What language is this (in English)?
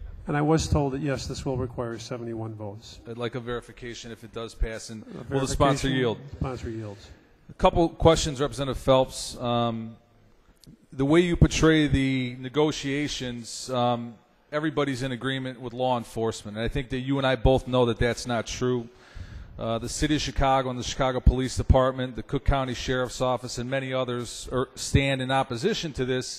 English